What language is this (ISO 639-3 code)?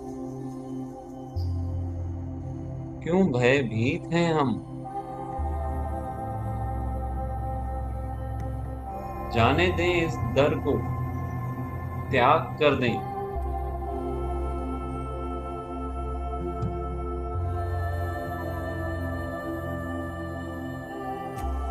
hin